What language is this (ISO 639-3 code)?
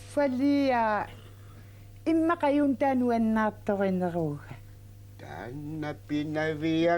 kal